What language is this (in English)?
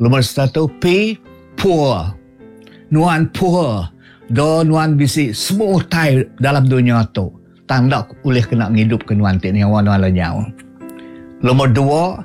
Iban